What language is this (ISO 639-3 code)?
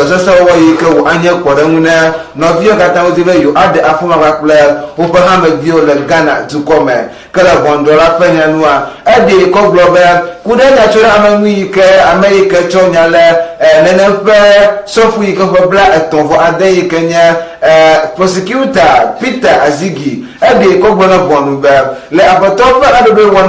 ewe